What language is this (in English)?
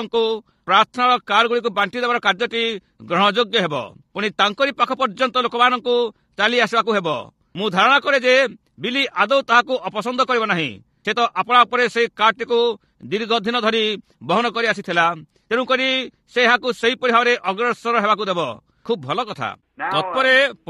Odia